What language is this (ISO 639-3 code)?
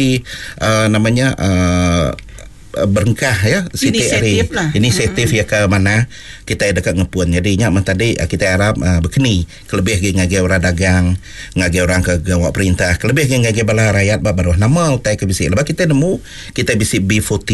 iba